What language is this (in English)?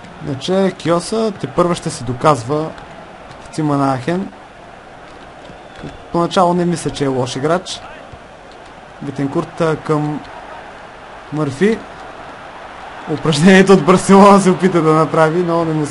Bulgarian